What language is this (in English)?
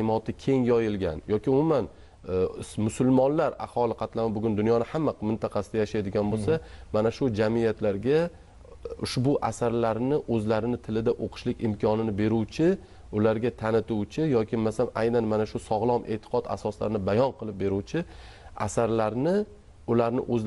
Uzbek